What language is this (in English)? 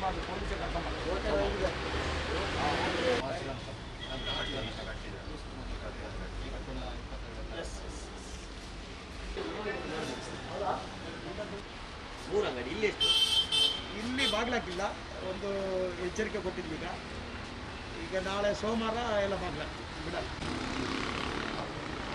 Kannada